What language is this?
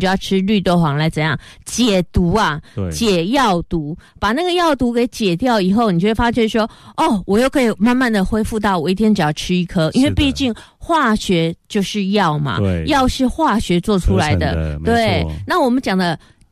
Chinese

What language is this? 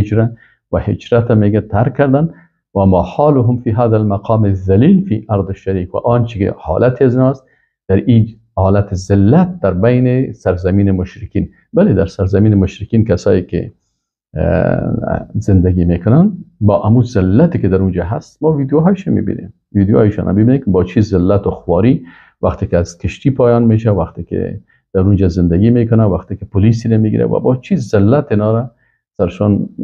Persian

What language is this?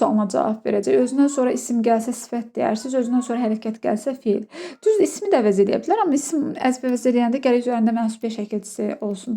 Azerbaijani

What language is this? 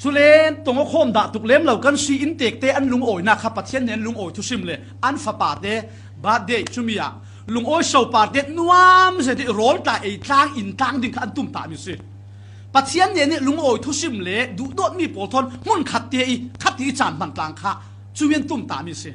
Falam Chin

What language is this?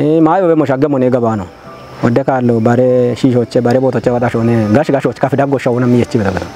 Kafa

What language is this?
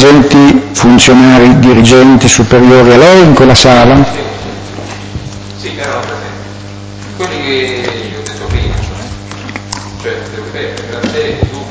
Italian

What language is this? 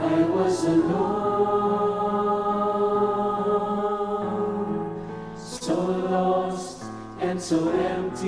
Ewe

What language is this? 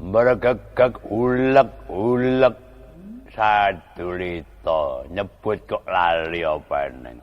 Javanese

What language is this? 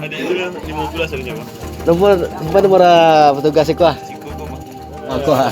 Minangkabau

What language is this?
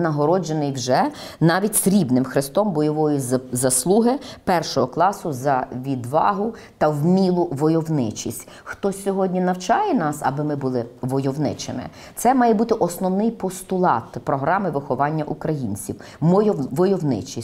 Ukrainian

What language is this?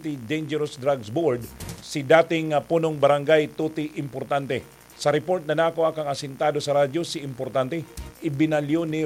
Bikol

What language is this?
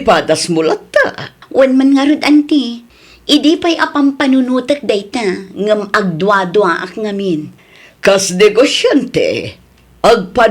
Iloko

